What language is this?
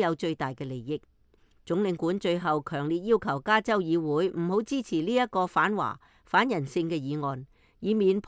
Cantonese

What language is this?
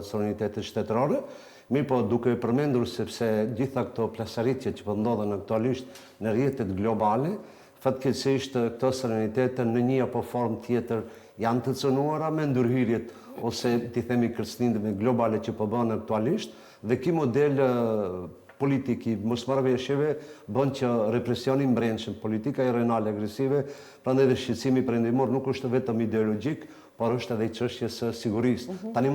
Albanian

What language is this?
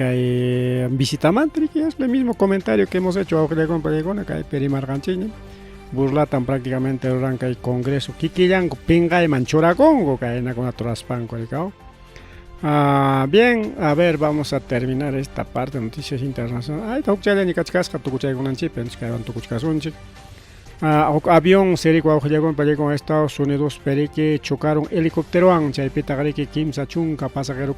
Ayacucho Quechua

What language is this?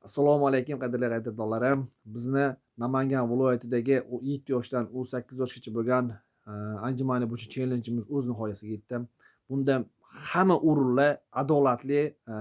Uzbek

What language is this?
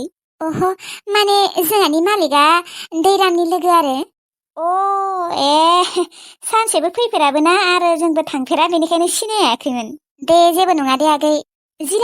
Bodo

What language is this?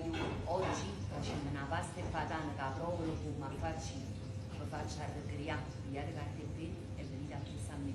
Neapolitan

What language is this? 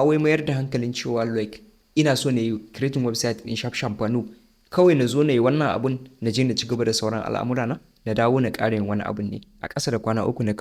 Hausa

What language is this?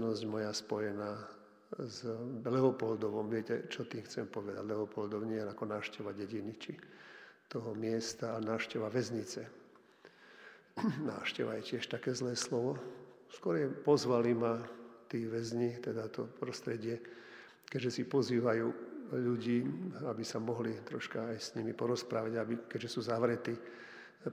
Slovak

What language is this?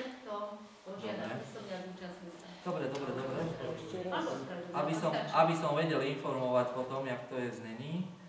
Slovak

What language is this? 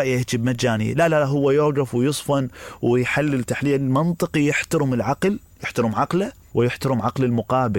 Mesopotamian Arabic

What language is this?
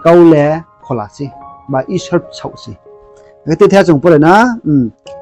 Riang (India)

